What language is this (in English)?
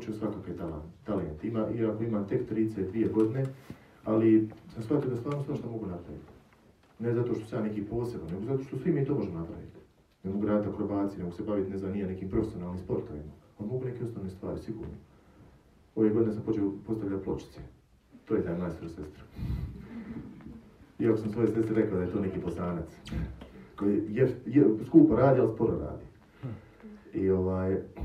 Croatian